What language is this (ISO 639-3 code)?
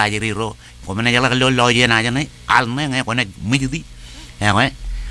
mah